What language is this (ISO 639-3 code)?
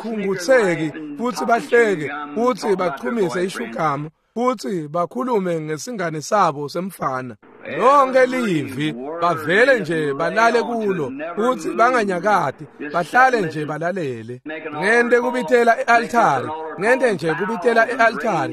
ssw